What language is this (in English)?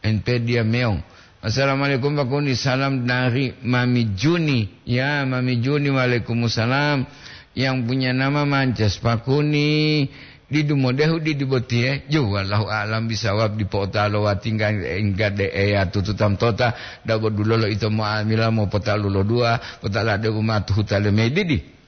Gorontalo